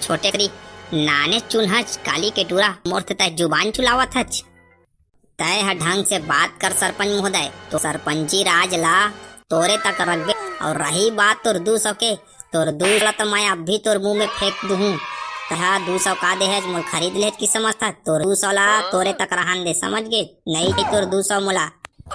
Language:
Chhattisgarhi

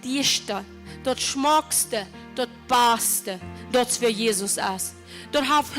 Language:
Plautdietsch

